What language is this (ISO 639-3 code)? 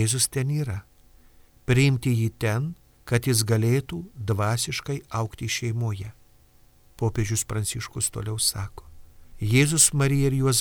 lit